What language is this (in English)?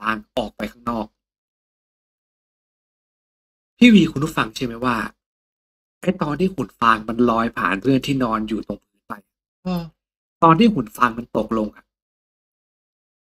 Thai